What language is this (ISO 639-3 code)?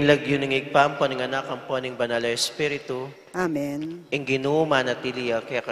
pam